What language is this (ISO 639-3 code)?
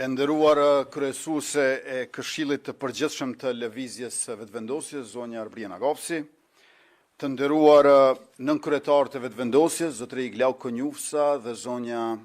sqi